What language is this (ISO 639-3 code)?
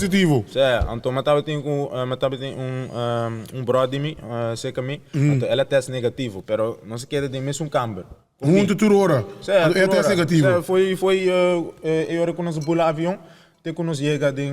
pap